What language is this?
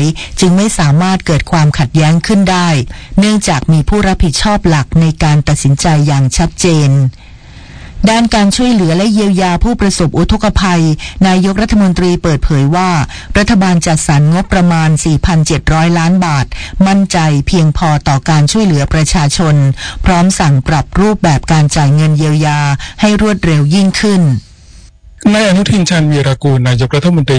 Thai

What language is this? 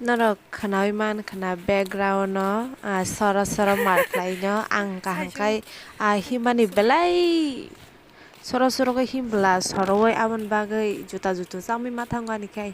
Kok Borok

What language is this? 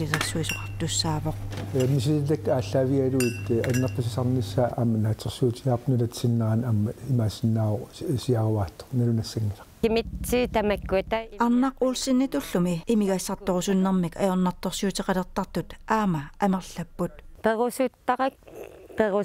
Kalaallisut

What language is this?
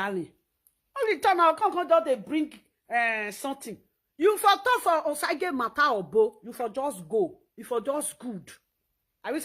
Nigerian Pidgin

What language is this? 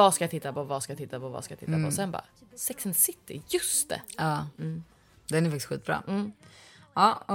Swedish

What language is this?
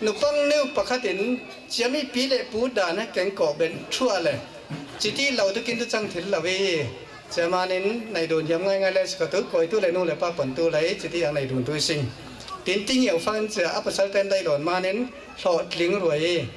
Falam Chin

